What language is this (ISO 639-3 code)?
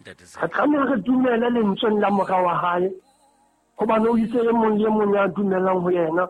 sot